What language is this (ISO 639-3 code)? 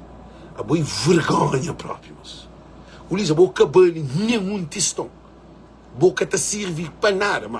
kea